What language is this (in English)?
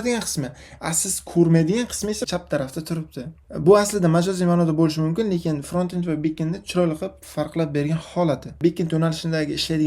Uzbek